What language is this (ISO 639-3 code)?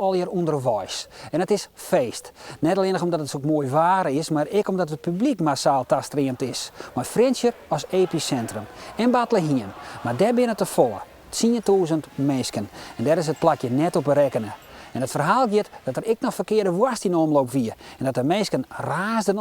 fry